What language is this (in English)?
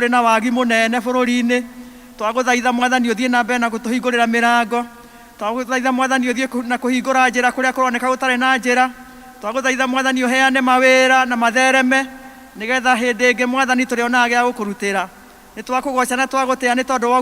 Kikuyu